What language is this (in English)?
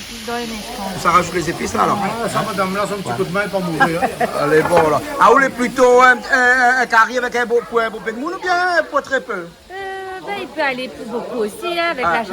Réunion Creole French